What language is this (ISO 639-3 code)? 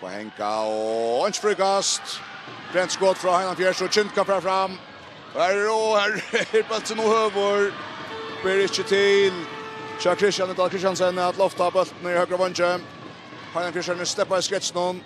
fao